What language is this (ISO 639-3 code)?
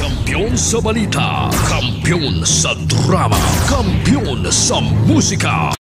hil